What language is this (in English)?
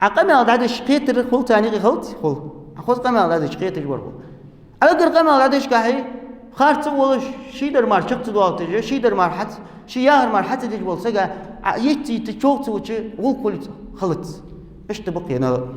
Ingush